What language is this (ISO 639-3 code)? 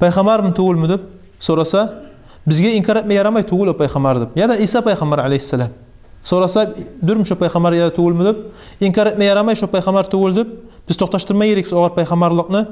kum